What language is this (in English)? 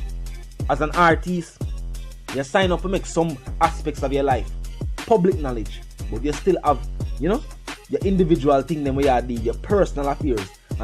Jamaican Creole English